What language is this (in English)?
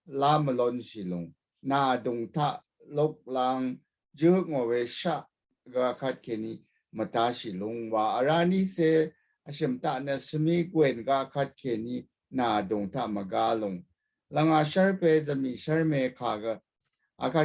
Rawang